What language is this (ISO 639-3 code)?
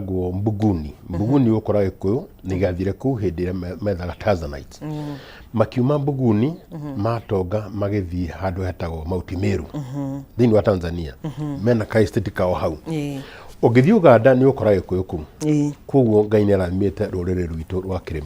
kik